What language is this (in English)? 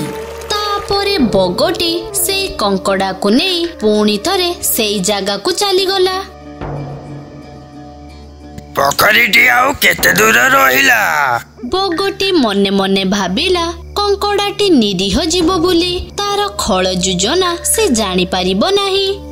Odia